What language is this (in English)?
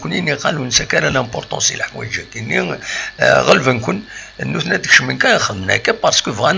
Kabyle